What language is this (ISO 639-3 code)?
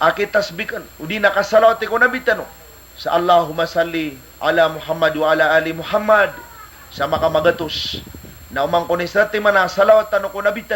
mrw